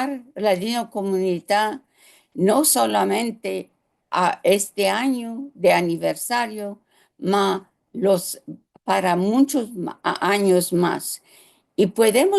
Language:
Ladino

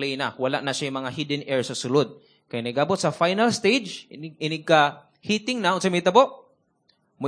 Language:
Cebuano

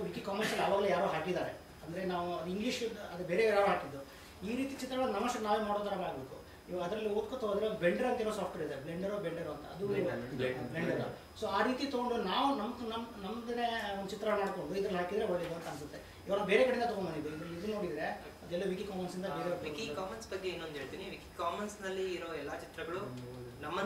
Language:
Kannada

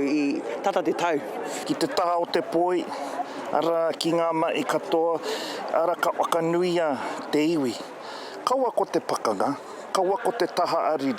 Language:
Māori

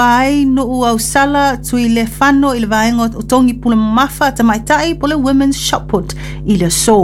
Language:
Samoan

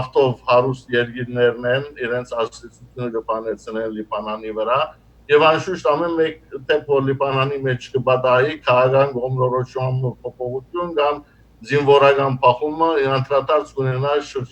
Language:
Western Armenian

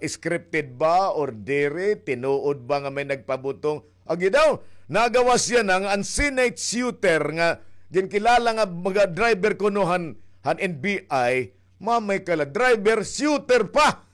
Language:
Waray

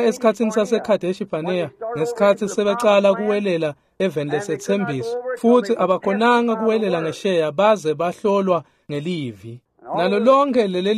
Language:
Swati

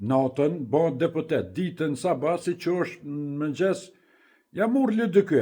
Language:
Albanian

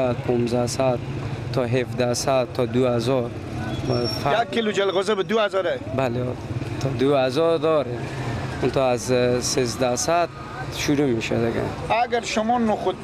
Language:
Persian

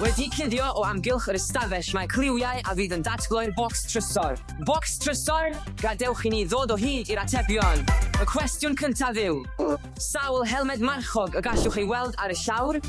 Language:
Welsh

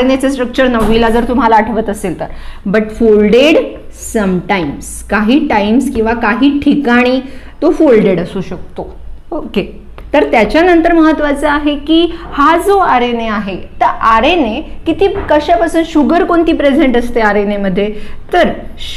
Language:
Marathi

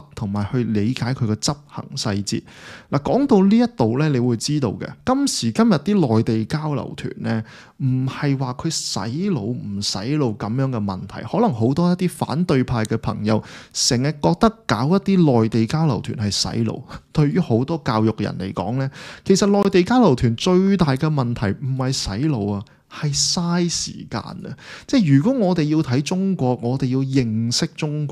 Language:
Cantonese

